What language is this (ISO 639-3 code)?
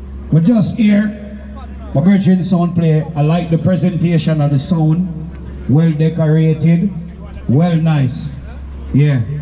jam